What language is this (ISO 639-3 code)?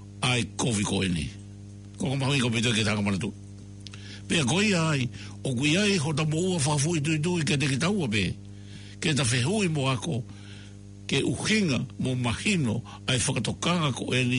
ton